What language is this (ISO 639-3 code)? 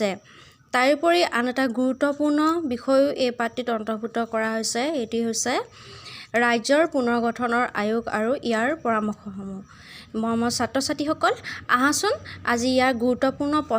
asm